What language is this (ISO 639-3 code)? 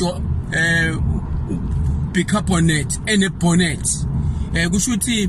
zul